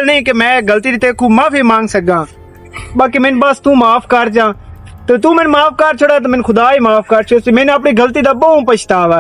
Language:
Western Panjabi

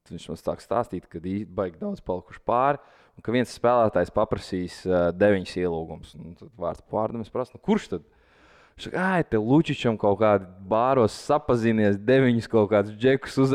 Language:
Latvian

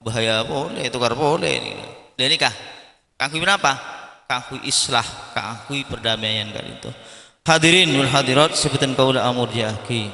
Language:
Madurese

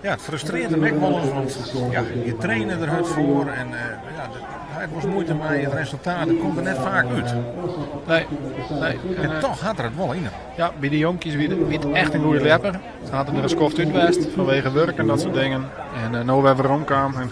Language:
Western Frisian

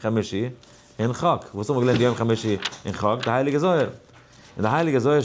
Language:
Yiddish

